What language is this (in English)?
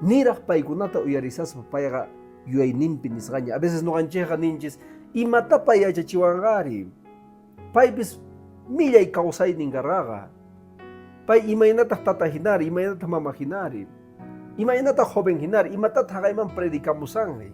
Quechua